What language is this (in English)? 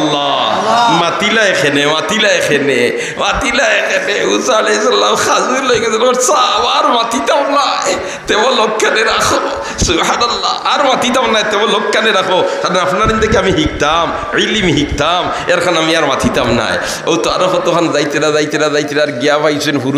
Sylheti